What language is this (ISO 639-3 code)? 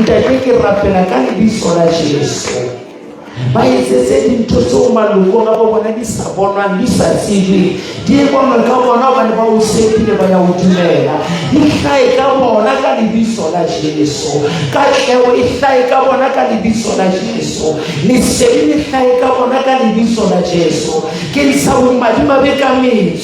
sot